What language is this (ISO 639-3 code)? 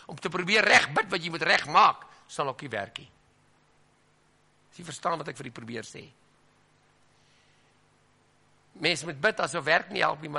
afr